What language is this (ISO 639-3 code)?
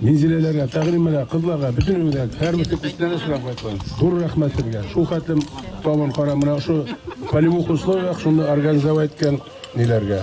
bak